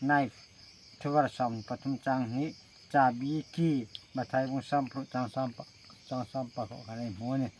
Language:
Hmar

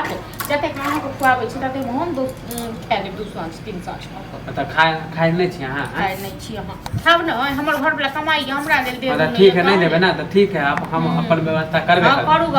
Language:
Maithili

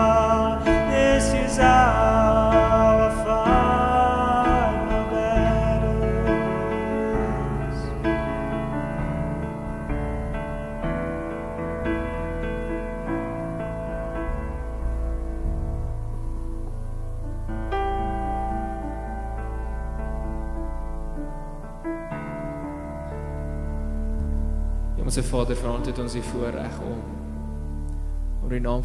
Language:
Afrikaans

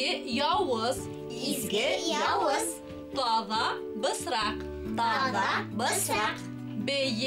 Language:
Bashkir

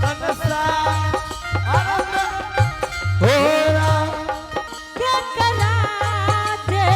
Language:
Angika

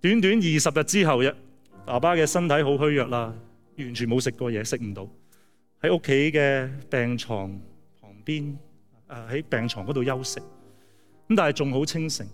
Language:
Cantonese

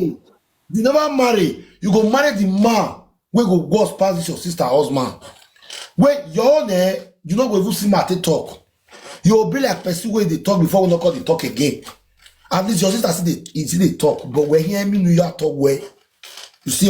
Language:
Nigerian Pidgin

